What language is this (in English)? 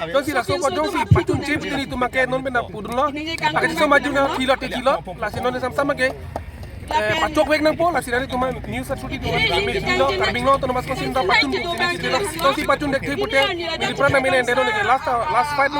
Karbi